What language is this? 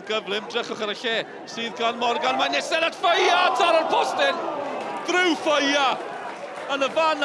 Welsh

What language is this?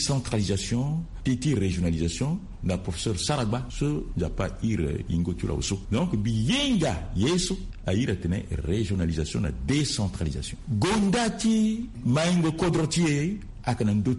Sango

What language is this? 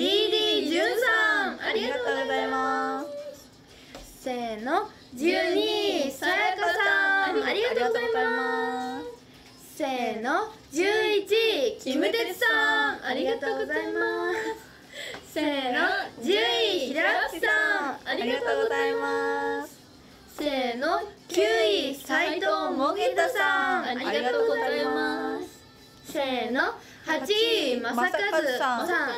Japanese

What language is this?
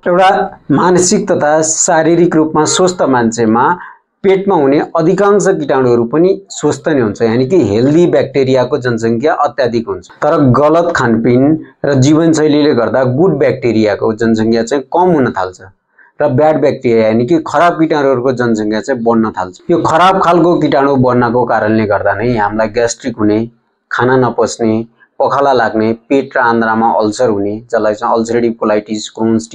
Nepali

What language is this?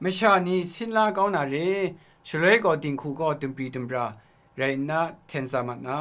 Kachin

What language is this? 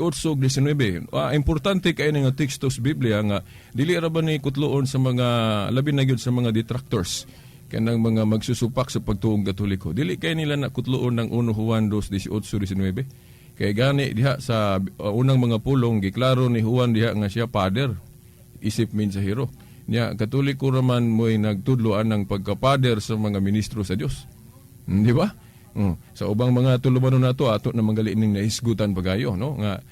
Cebuano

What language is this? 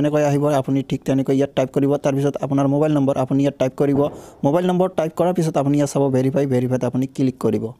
Assamese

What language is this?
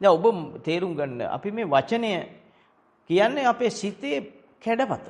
Sinhala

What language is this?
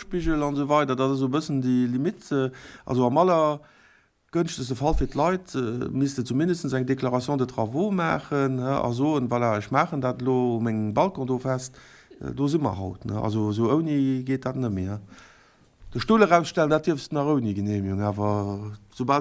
Luxembourgish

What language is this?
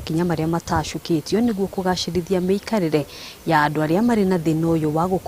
Kikuyu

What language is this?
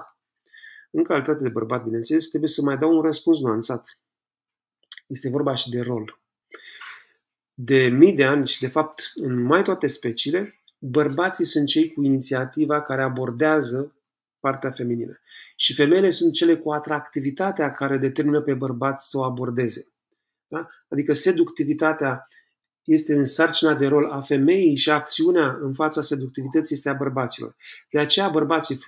Romanian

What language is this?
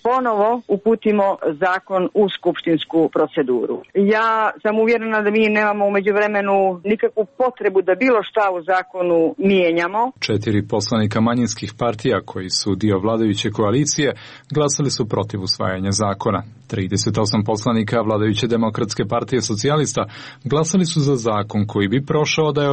Serbian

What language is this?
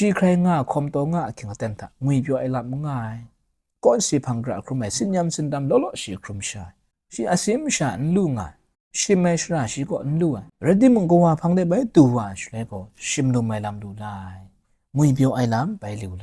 Kachin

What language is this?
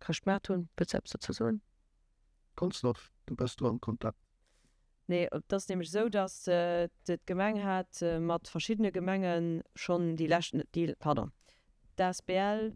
Luxembourgish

